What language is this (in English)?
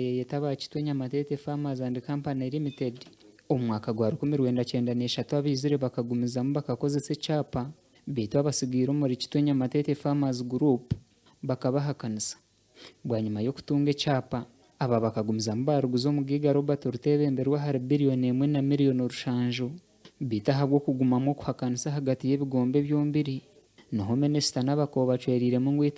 Nyankole